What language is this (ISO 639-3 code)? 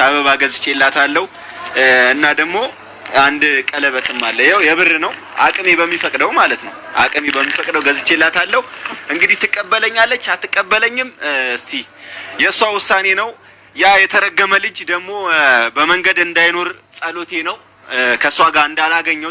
amh